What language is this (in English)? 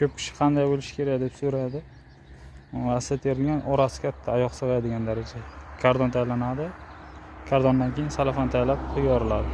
Uzbek